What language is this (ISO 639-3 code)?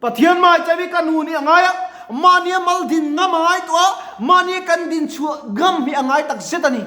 lus